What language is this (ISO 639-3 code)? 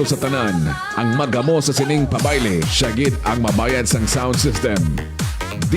hil